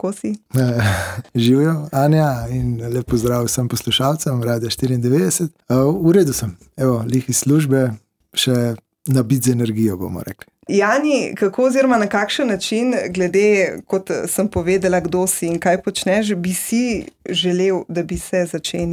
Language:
Slovenian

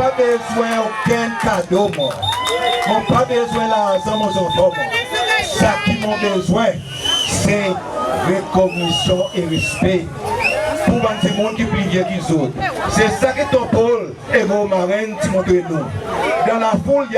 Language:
Seselwa Creole French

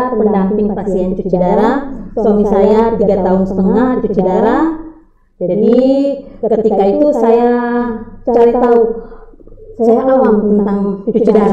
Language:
Indonesian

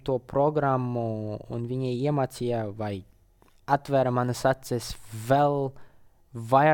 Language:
Latvian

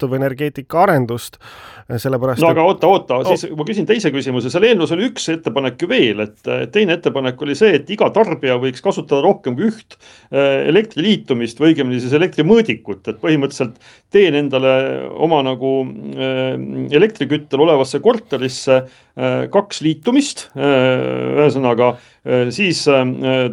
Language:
Estonian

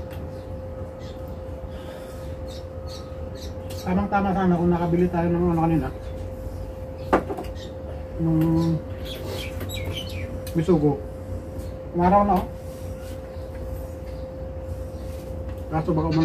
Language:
Filipino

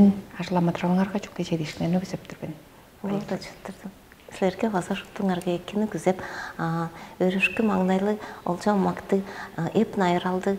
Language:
Tuvinian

